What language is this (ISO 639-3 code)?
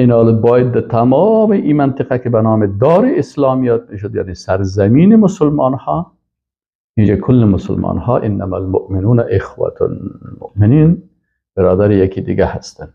fas